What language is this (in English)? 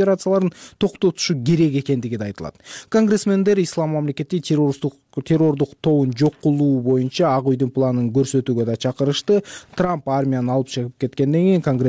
Kyrgyz